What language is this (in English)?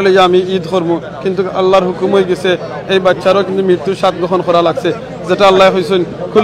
Sylheti